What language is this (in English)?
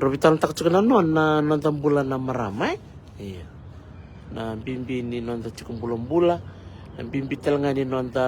Fijian